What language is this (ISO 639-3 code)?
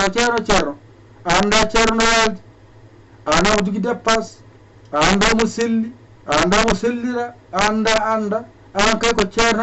ful